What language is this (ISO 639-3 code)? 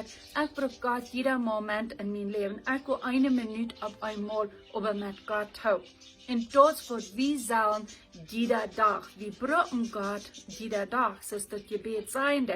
pdt